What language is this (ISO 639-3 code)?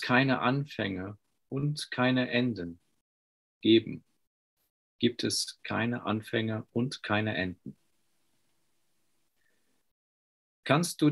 deu